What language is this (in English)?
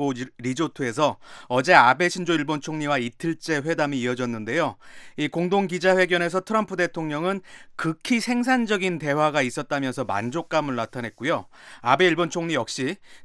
Korean